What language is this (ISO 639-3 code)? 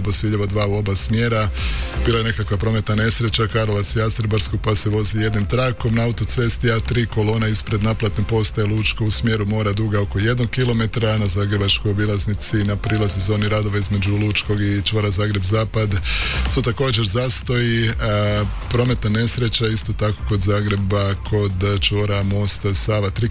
hrv